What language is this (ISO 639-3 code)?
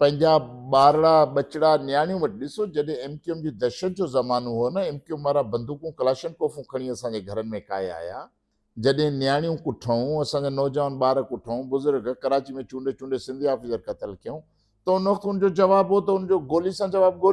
snd